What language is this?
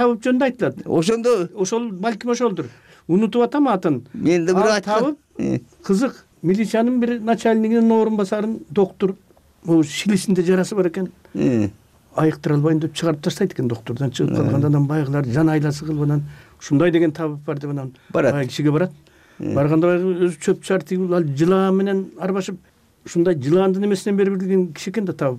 Kyrgyz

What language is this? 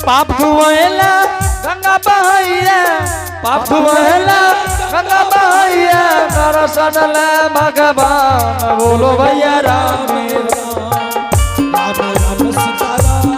Angika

